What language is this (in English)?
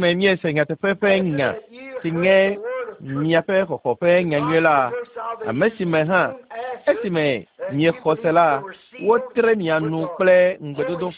Ewe